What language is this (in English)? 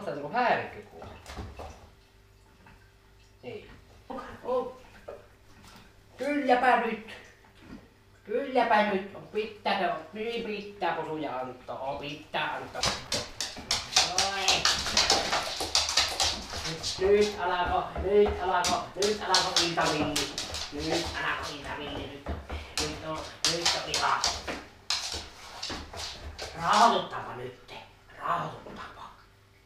Finnish